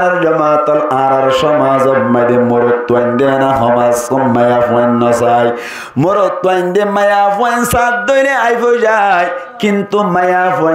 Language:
Rohingya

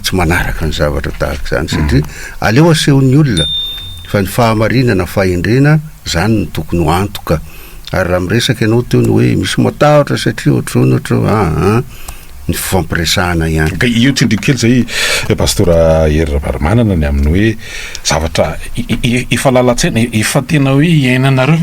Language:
Malagasy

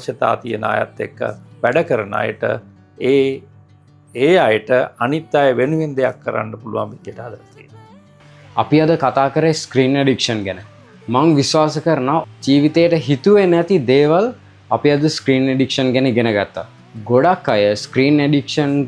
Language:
Sinhala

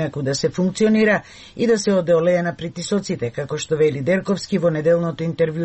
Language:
Macedonian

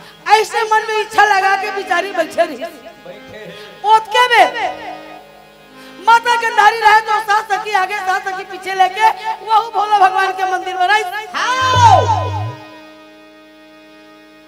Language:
Chhattisgarhi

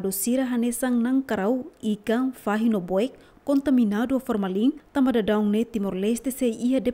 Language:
Tetum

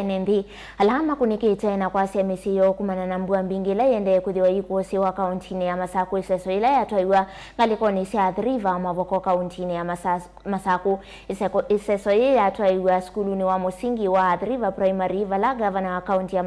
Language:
Kamba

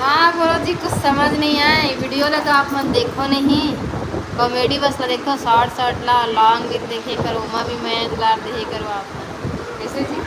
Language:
Chhattisgarhi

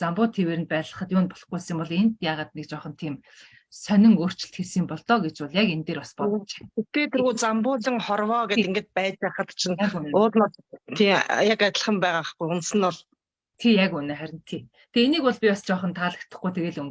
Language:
Mongolian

